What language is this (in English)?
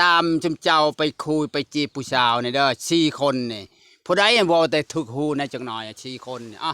Lao